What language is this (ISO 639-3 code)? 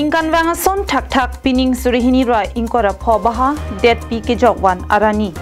mjw